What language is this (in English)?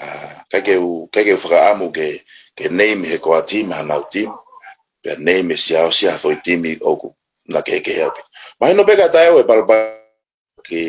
Tongan